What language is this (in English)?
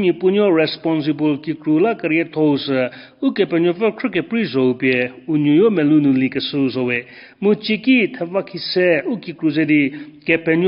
Angami Naga